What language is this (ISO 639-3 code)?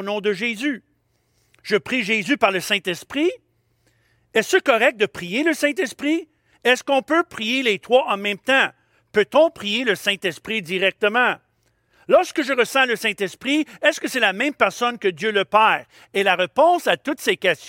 fra